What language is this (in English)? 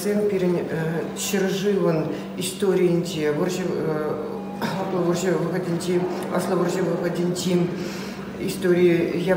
Chuvash